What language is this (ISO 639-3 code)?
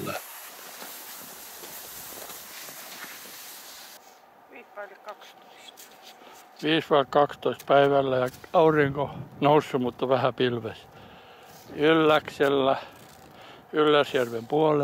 fin